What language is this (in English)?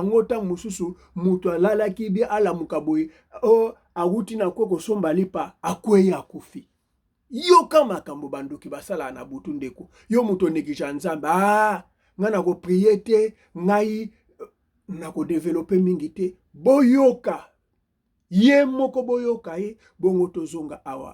Lingala